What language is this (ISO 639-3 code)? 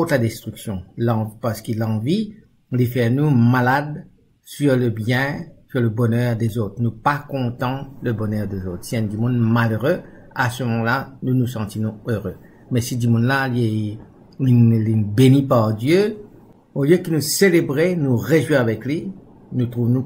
mfe